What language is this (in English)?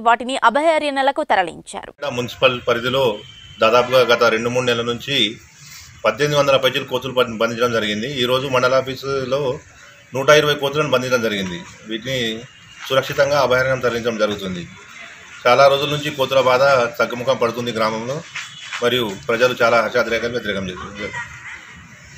Telugu